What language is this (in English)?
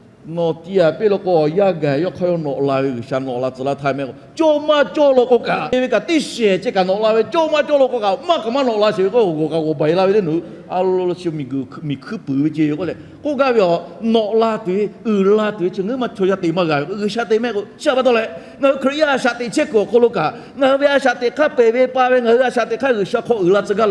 Lahu